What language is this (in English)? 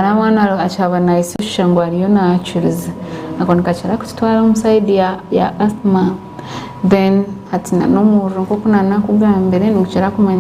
Nyankole